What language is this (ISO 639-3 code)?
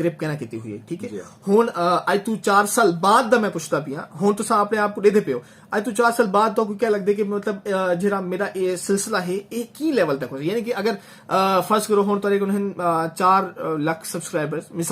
skr